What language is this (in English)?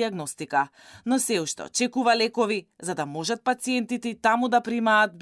Macedonian